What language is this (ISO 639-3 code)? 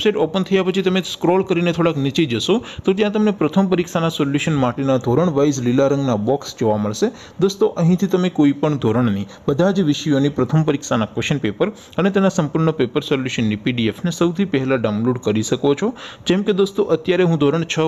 guj